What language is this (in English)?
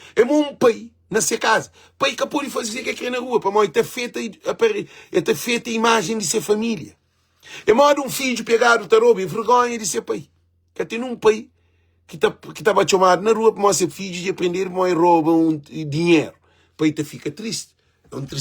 Kabuverdianu